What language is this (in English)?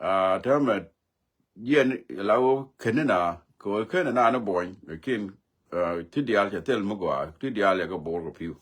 Nuer